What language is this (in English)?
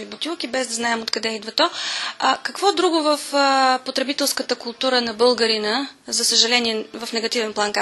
Bulgarian